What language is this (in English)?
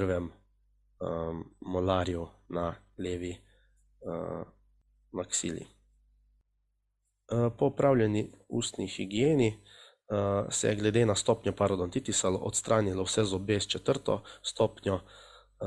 Slovenian